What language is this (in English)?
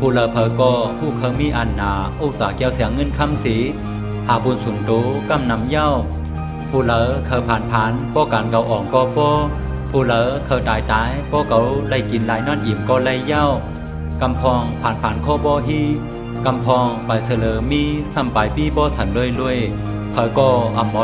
Shan